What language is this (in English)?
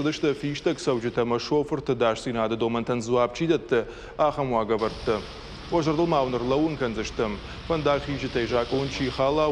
Ossetic